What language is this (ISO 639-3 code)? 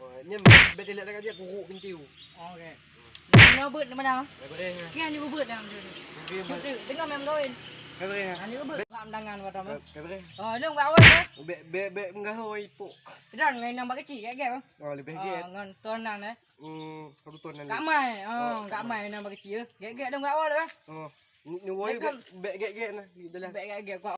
ace